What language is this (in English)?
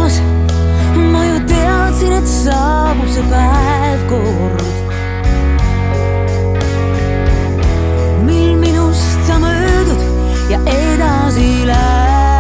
Estonian